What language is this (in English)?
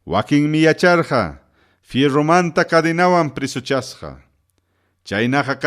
Ayacucho Quechua